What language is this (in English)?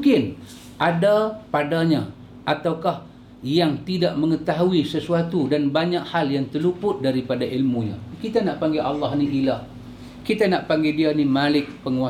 Malay